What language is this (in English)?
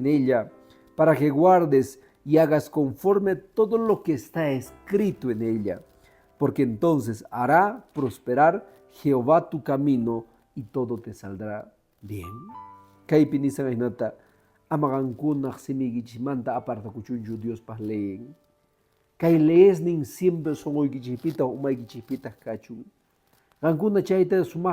Quechua